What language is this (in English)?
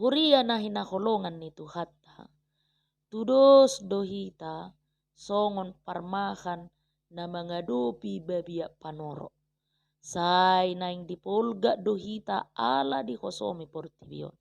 Batak Toba